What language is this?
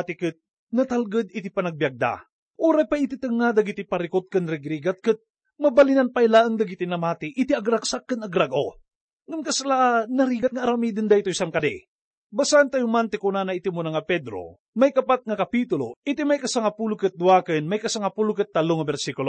Iloko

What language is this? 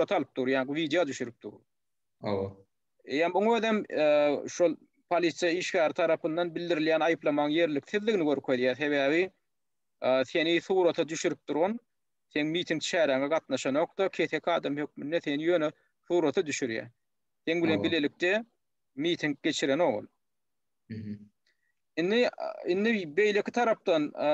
Turkmen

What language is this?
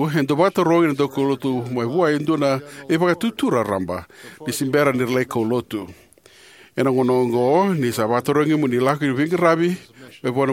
Fijian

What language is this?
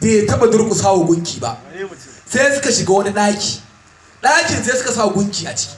Hausa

